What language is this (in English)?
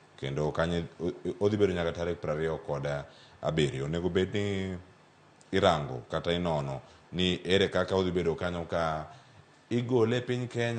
Luo (Kenya and Tanzania)